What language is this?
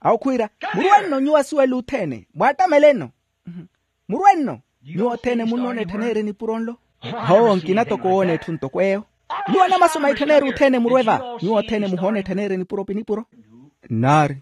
Makhuwa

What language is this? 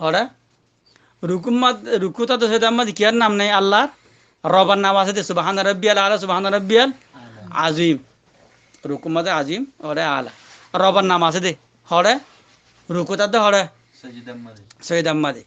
Rohingya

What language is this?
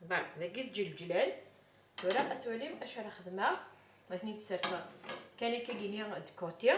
Kabyle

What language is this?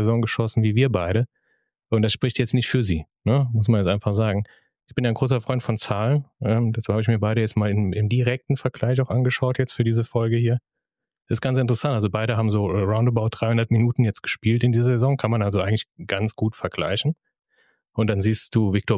German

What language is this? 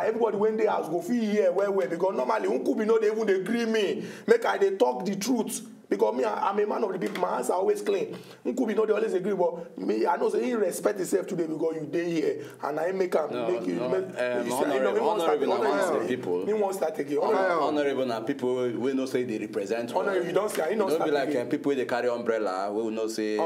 Nigerian Pidgin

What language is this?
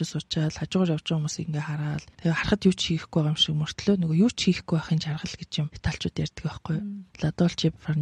Mongolian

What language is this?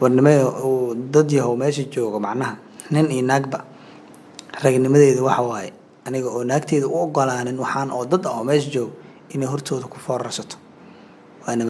Somali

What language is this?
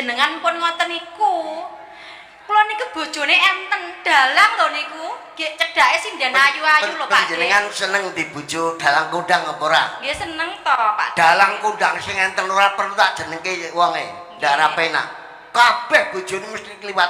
Javanese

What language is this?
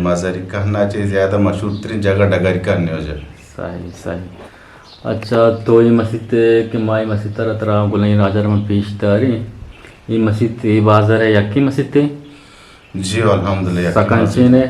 Eastern Balochi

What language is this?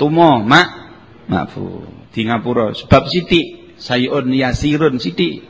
Javanese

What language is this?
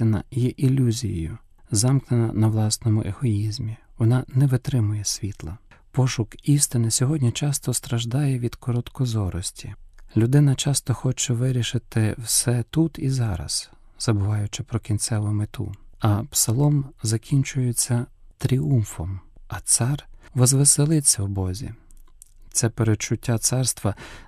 Ukrainian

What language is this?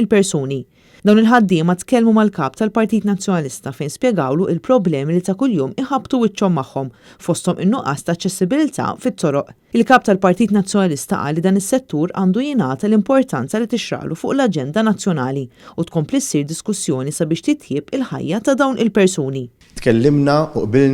Maltese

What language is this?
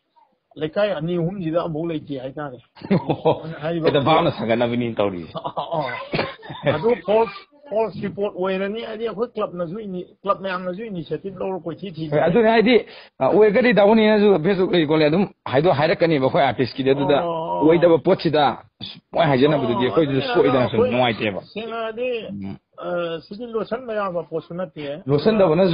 Manipuri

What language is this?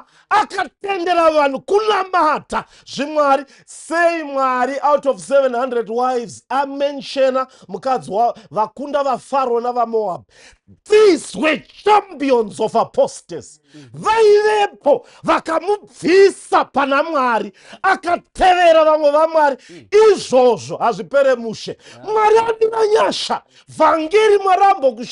Shona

